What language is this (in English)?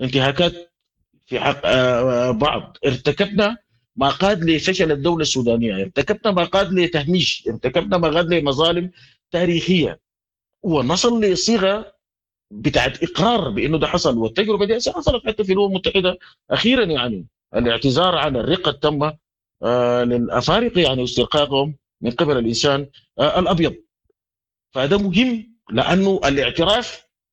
Sudanese Arabic